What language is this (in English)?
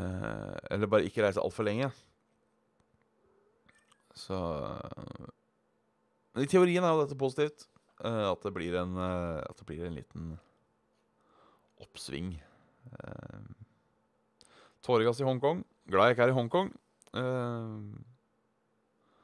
Norwegian